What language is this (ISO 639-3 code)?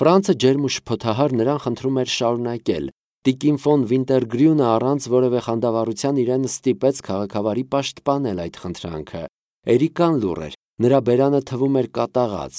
hye